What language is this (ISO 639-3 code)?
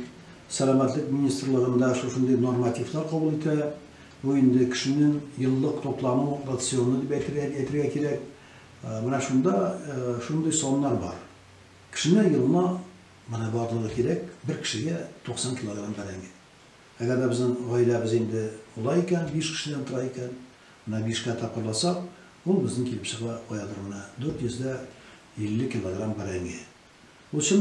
tat